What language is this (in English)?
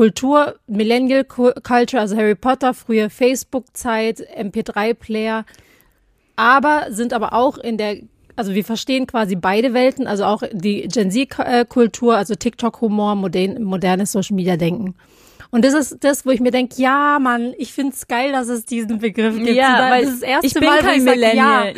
German